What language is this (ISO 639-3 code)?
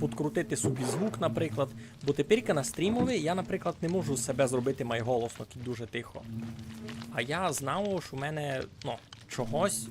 rue